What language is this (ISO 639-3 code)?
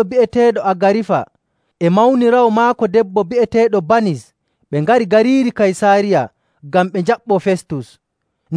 fuv